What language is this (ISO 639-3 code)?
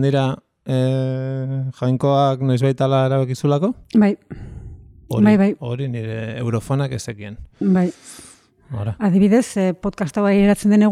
eus